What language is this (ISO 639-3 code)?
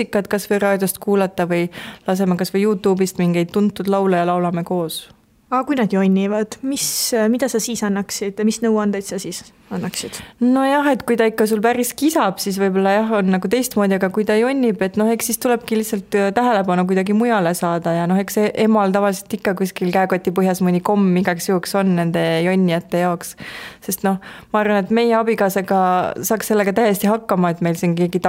est